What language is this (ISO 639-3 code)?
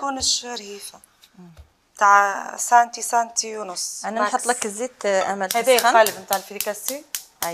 arq